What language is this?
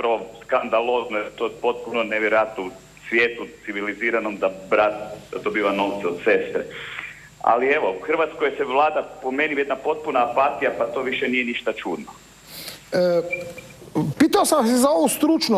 Croatian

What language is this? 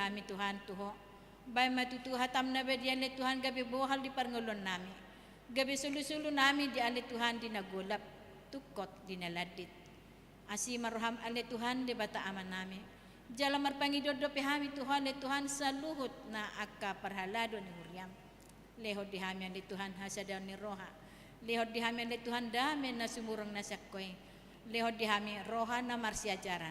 Batak Toba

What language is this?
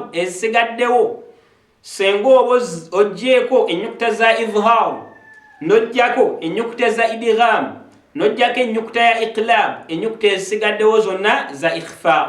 Ganda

